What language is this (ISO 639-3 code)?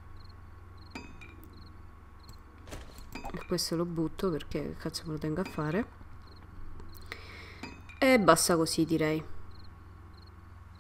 ita